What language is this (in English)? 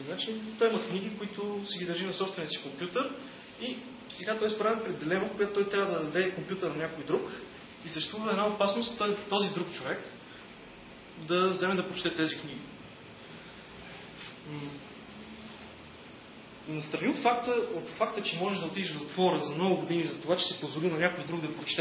Bulgarian